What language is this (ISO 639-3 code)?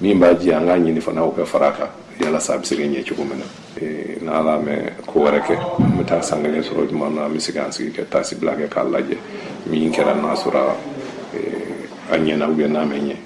bam